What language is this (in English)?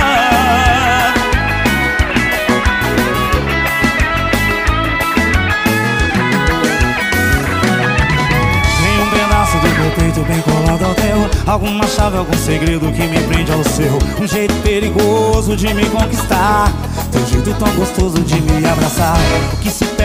Portuguese